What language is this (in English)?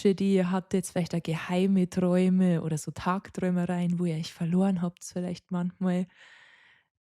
Bavarian